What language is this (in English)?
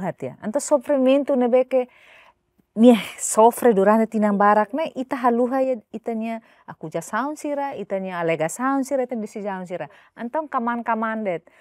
Tetum